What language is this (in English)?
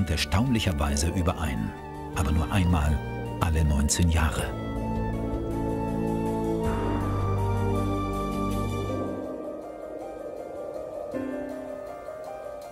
German